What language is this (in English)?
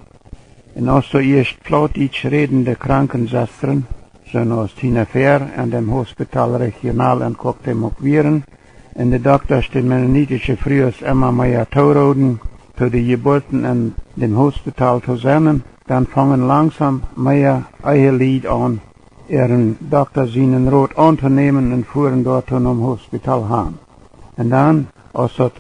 Plautdietsch